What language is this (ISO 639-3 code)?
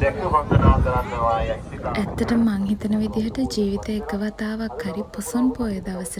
sin